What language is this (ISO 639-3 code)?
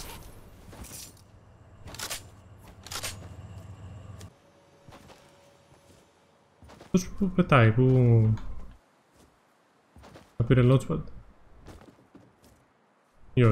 ell